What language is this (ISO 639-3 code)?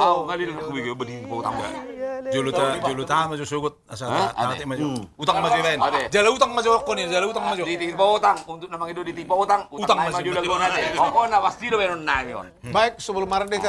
bbc